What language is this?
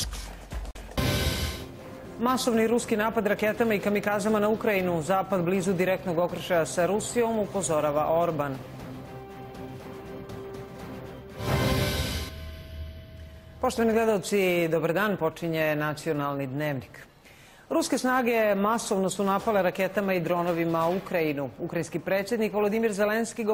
Serbian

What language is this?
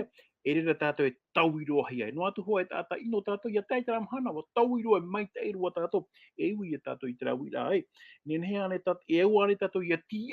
Tahitian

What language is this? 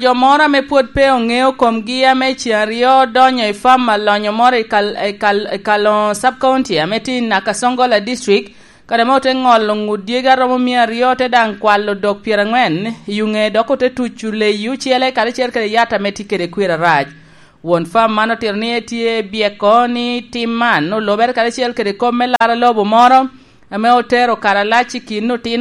Lango (Uganda)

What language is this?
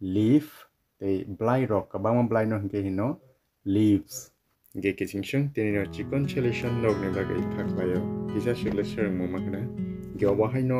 Kok Borok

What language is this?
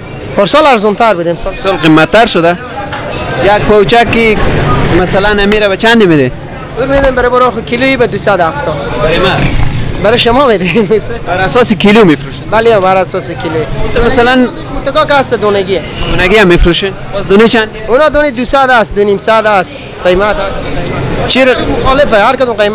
Persian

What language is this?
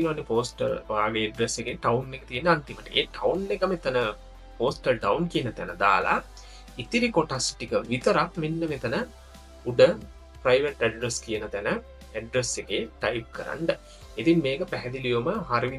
Sinhala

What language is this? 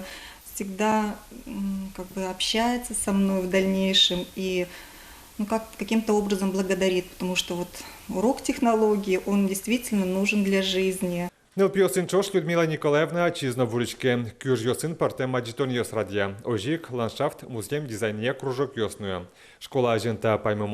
Udmurt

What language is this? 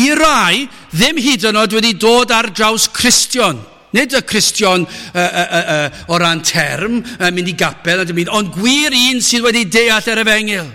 Welsh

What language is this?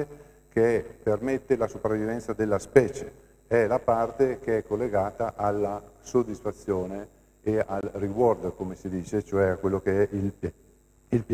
Italian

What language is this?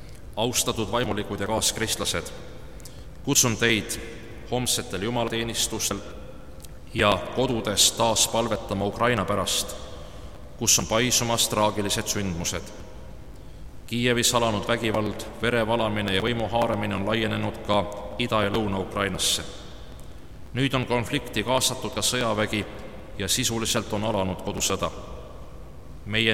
Estonian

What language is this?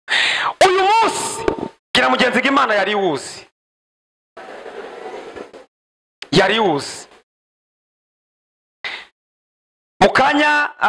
Kinyarwanda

